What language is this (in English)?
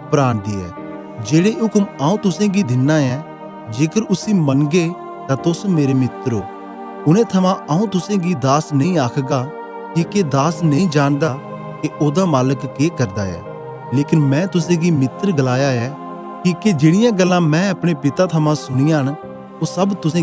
Dogri